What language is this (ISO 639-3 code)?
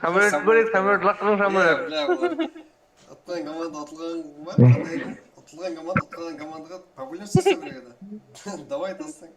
kaa